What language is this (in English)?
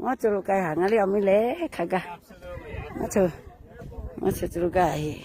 Lahu